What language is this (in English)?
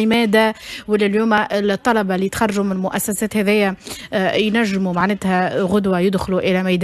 Tunisian Arabic